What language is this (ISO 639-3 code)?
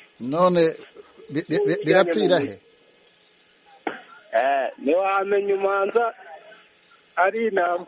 kin